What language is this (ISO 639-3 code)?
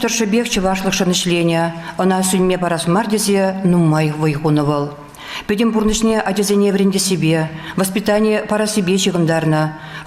chv